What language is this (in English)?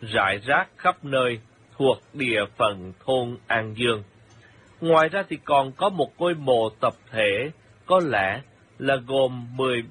Vietnamese